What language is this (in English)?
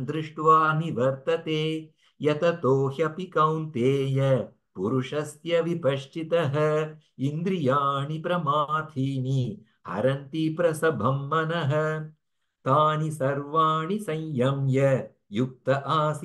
Sanskrit